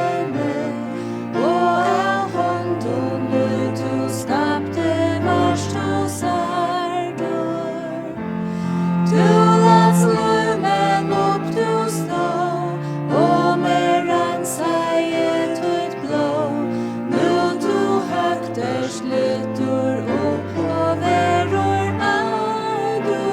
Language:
Faroese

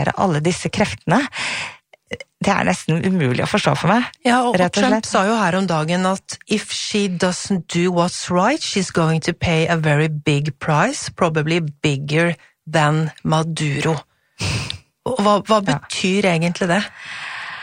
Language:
Norwegian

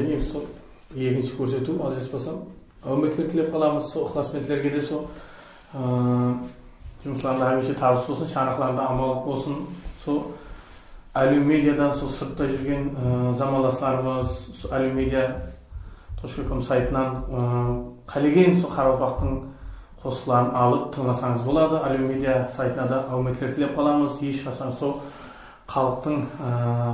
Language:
Kara-Kalpak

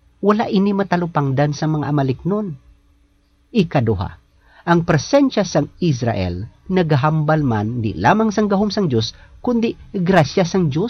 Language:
Hiligaynon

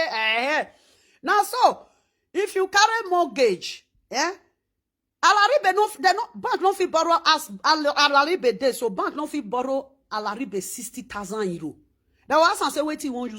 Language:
Nigerian Pidgin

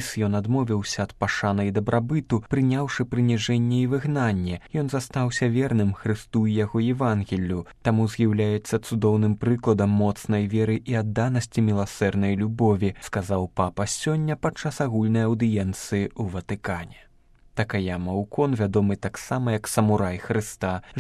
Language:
Belarusian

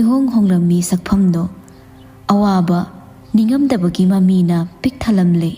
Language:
Manipuri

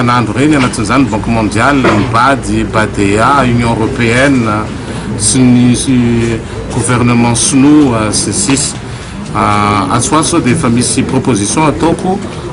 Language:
Malagasy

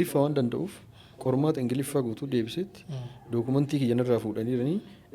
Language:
Oromo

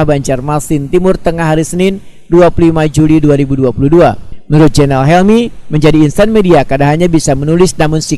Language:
Banjar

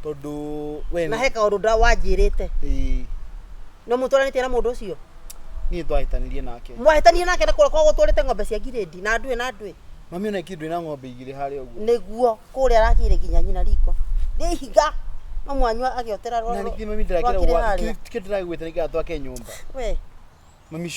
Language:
Kikuyu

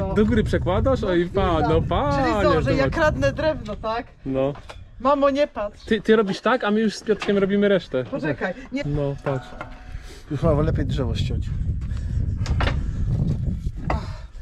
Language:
Polish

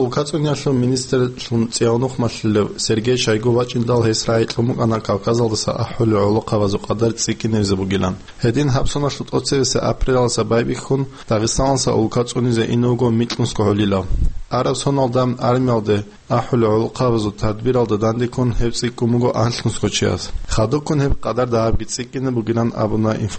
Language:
Avaric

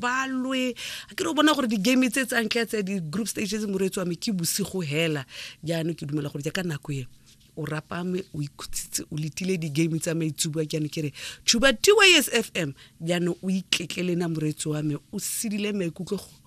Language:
Tswana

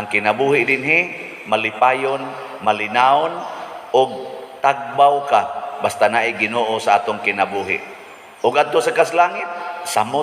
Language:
Cebuano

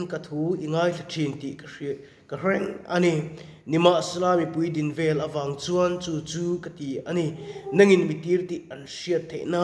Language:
Mizo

